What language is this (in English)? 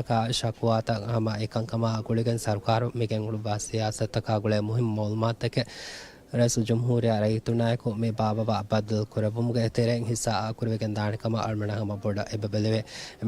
Divehi